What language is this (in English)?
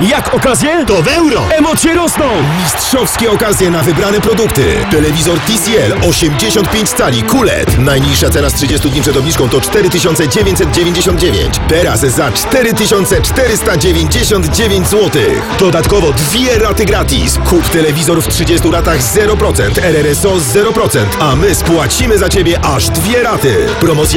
Polish